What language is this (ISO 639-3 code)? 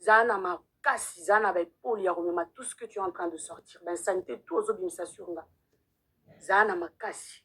lin